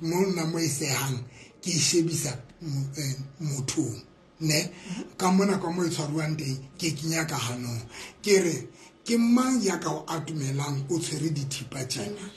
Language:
Southern Sotho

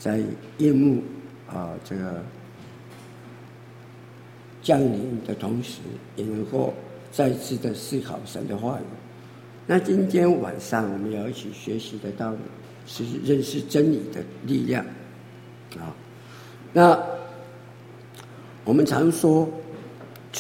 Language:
Chinese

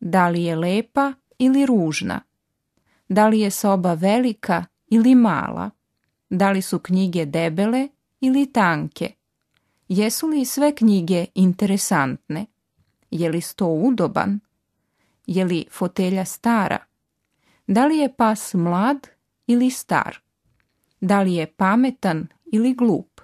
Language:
Serbian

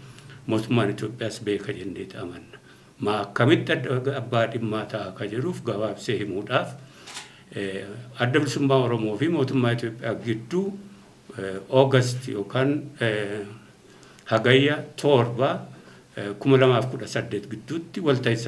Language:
Oromo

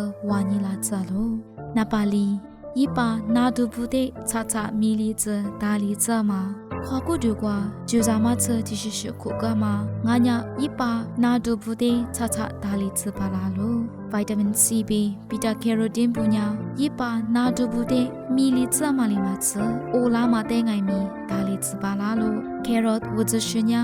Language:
Lisu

